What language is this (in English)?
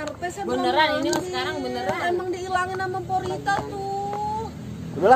Betawi